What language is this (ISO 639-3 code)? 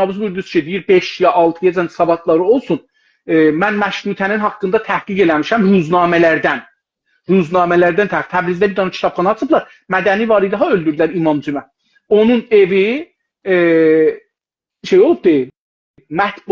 azb